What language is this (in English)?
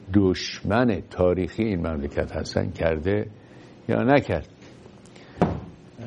Persian